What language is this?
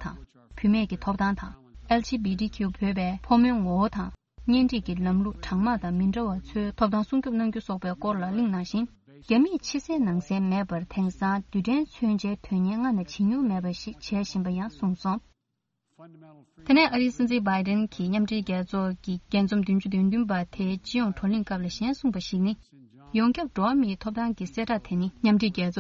Tibetan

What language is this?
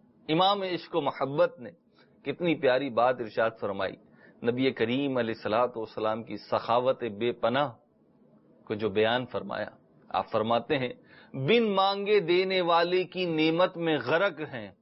Urdu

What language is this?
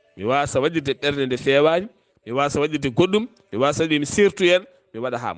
Fula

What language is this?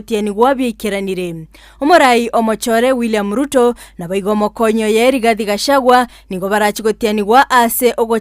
Gusii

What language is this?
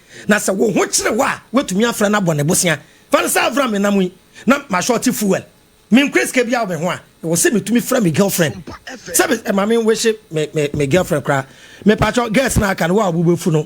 Akan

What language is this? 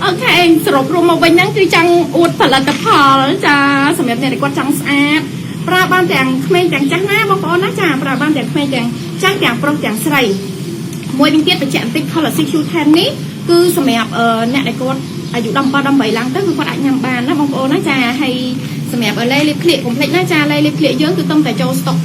Khmer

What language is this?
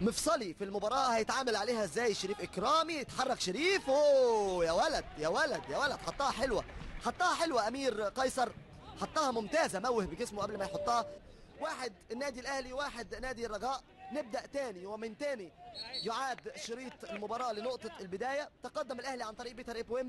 Egyptian Arabic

